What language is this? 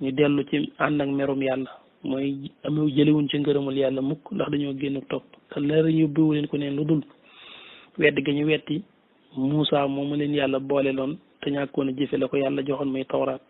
Wolof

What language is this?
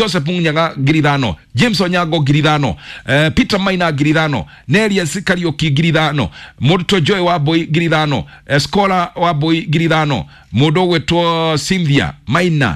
Kikuyu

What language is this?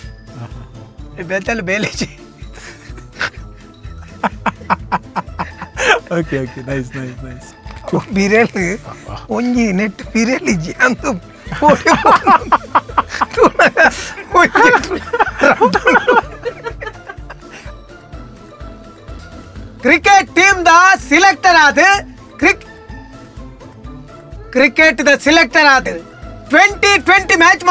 Tulu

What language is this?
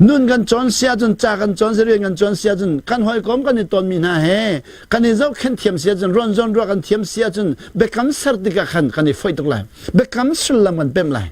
Hakha Chin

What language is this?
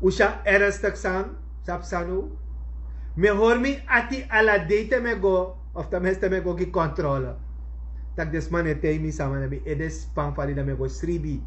Sranan Tongo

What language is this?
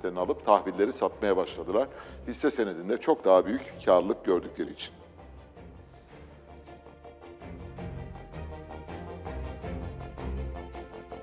Turkish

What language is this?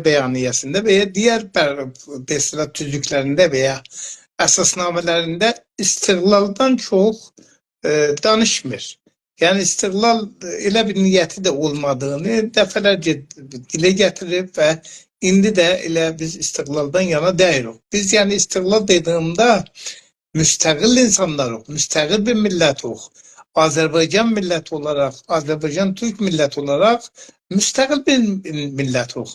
South Azerbaijani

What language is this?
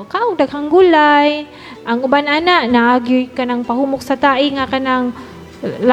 Cebuano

